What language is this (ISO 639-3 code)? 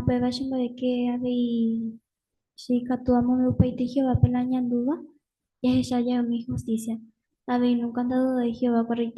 grn